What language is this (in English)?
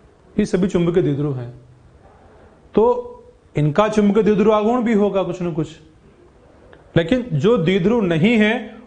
Hindi